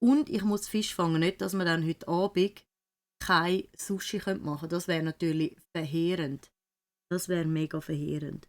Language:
Swiss German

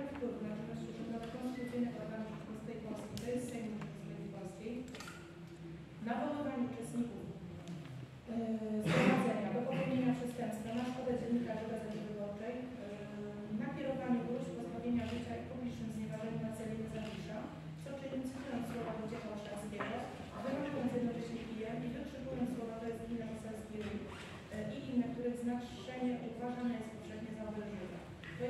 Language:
Polish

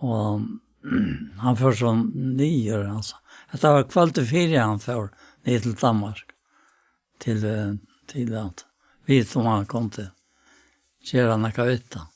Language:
Faroese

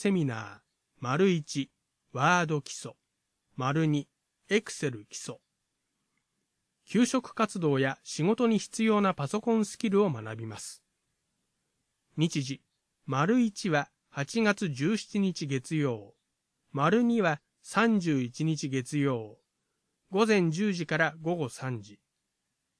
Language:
Japanese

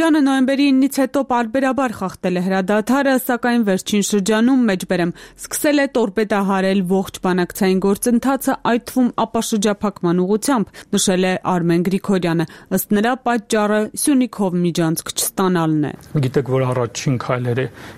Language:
Armenian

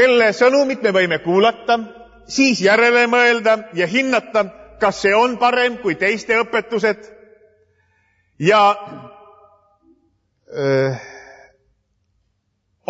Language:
Estonian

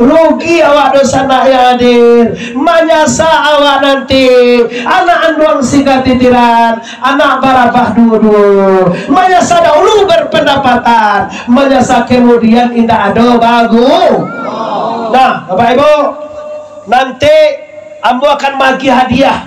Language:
Minangkabau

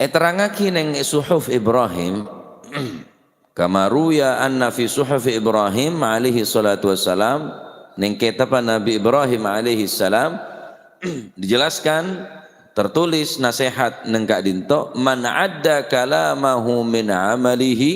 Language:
Madurese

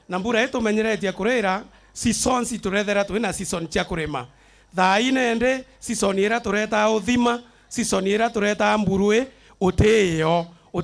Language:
Meru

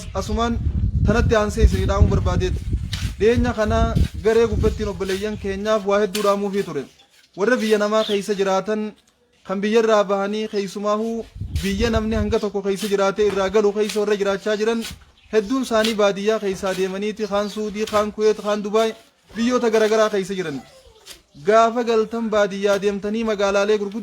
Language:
Oromo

